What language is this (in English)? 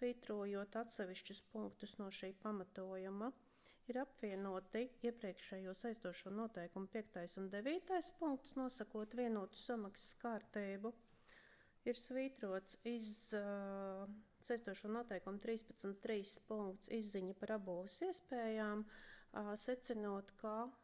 Latvian